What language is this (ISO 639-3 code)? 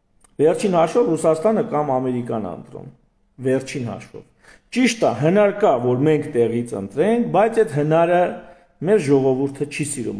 hye